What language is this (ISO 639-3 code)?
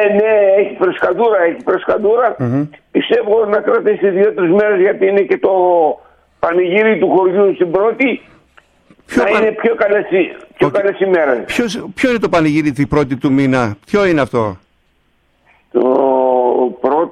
ell